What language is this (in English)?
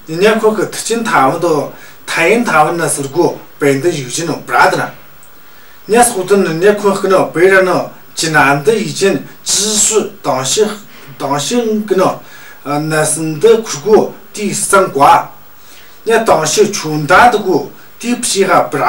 Tu